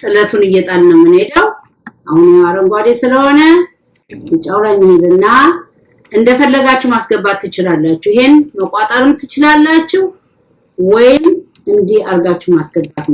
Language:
Amharic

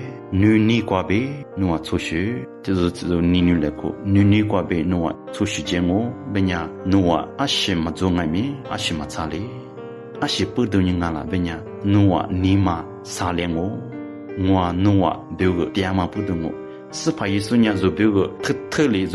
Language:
Lisu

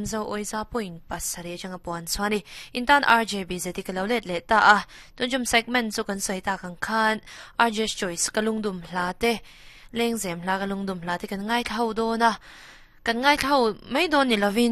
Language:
Mizo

